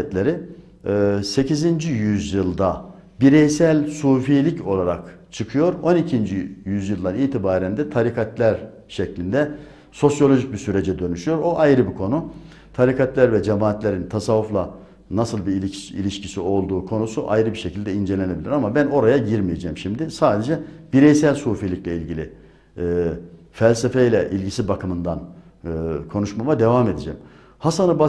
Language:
Turkish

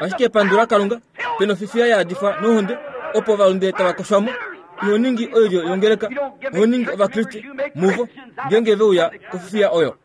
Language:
Kuanyama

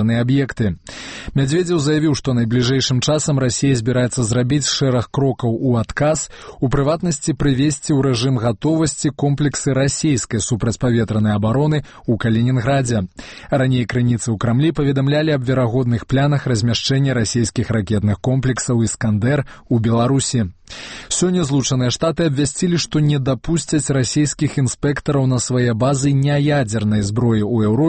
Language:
Belarusian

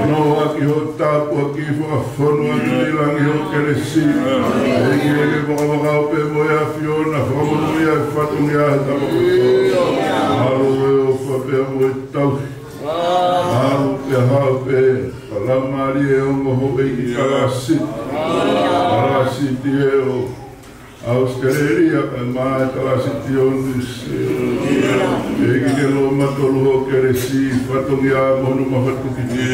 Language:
Tongan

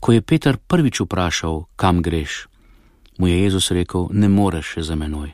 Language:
Slovenian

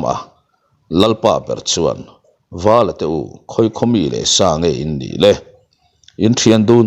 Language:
Mizo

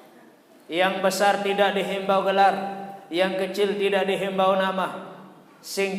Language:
Sasak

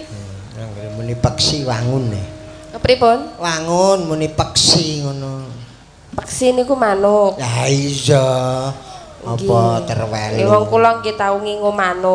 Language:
Javanese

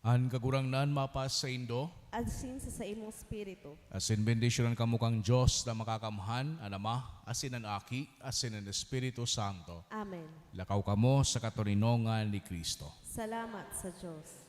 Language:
Bikol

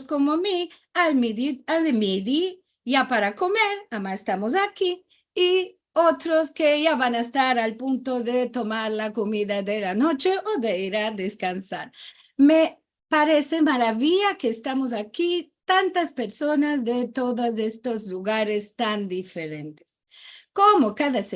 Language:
Ladino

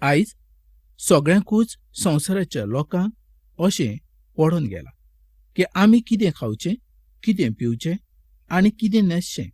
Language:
Konkani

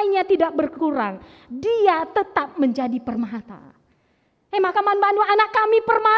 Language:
Batak Karo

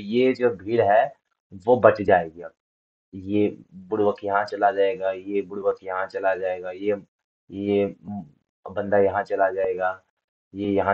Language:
Hindi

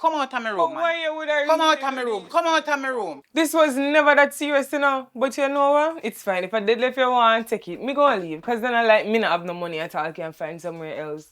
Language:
Jamaican Creole English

